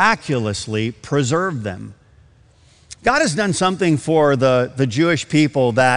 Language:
English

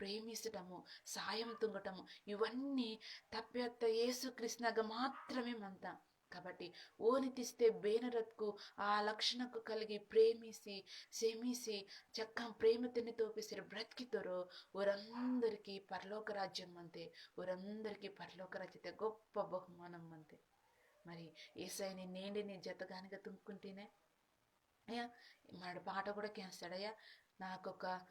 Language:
Koya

